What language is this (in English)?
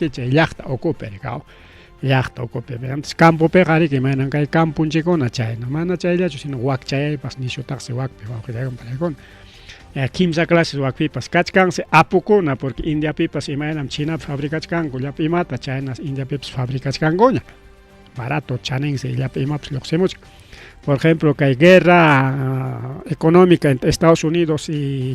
Ayacucho Quechua